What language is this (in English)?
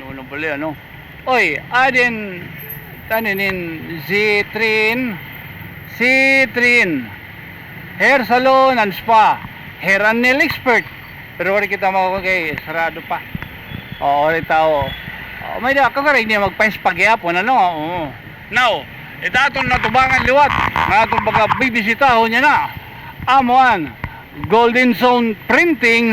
Waray